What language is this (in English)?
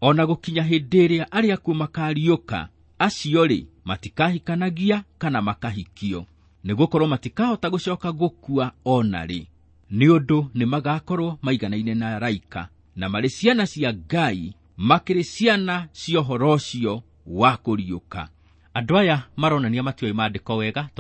Kikuyu